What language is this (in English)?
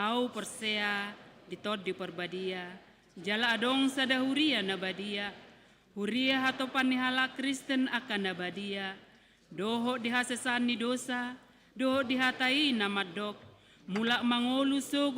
Batak Toba